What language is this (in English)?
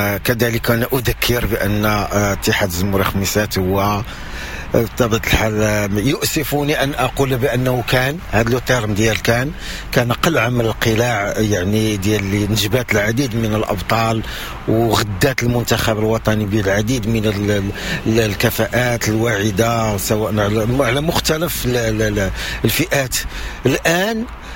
Moroccan Arabic